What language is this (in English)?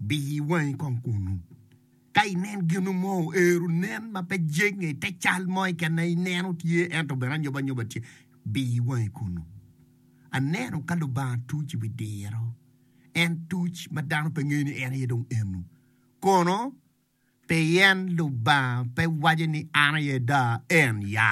Acoli